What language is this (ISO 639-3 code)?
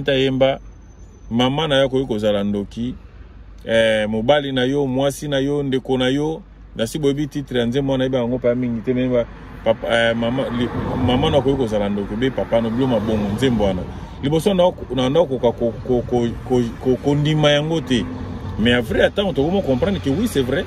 lin